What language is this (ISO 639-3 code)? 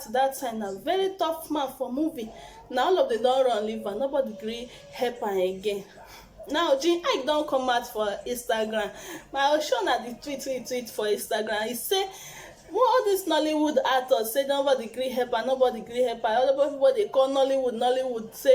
pcm